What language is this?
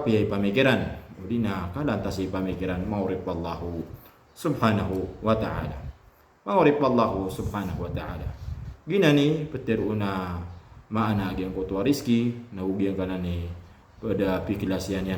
Maranao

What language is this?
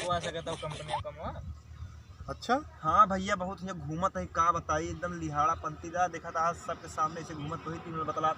Awadhi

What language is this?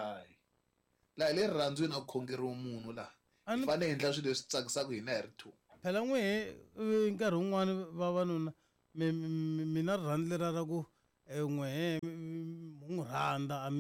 Tsonga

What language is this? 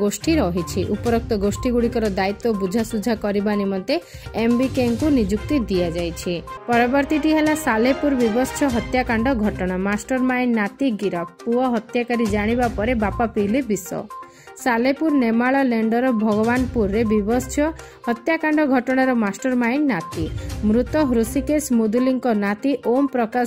Odia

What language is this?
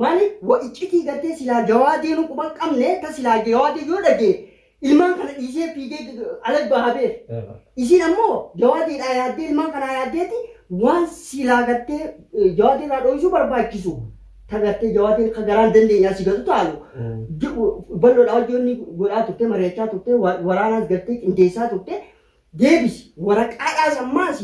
Oromo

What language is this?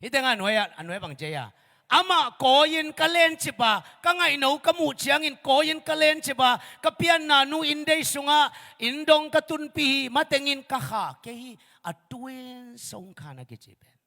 Tedim Chin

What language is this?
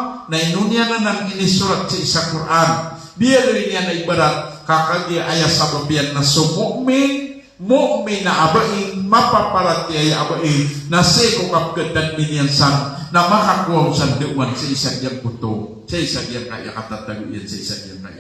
Maranao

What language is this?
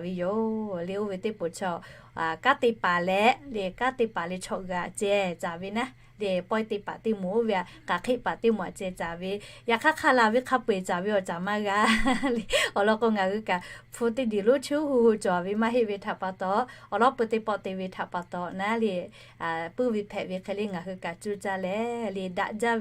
Lahu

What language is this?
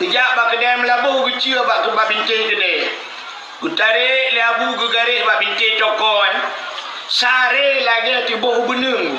Achinese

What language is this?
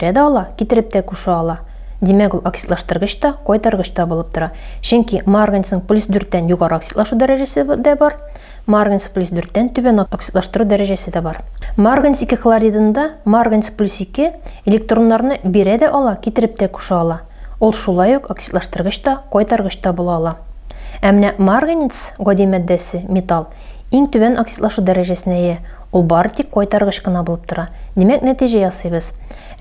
Tatar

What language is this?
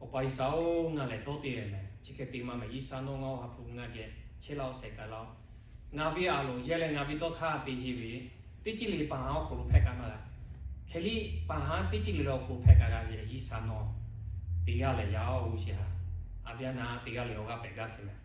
Lahu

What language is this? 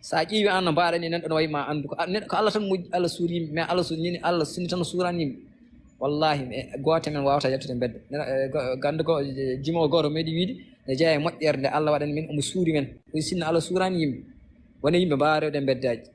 Fula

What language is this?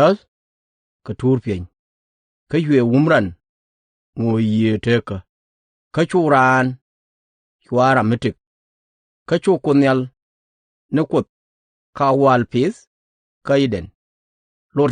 Nuer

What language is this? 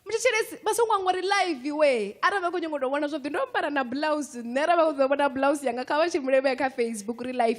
Venda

